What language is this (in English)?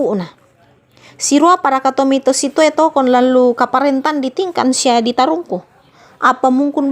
Toraja-Sa'dan